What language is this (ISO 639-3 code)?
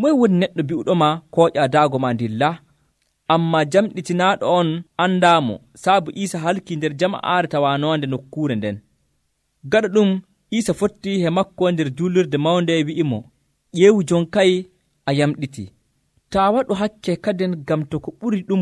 fuv